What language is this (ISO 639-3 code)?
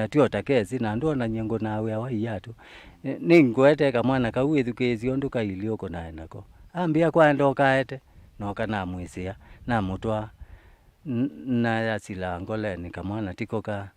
kam